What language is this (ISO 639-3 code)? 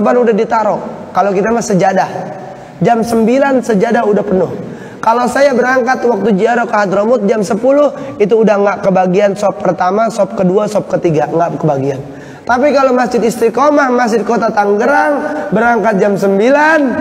ind